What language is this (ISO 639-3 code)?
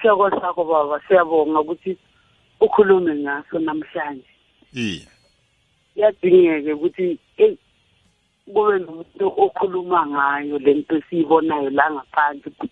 nbl